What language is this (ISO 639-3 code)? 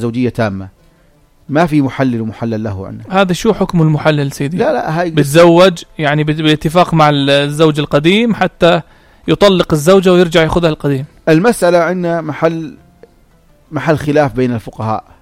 apc